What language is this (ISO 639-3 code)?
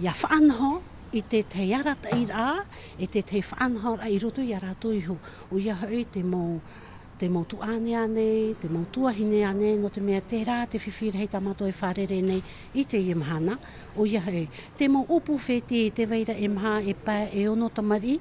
tah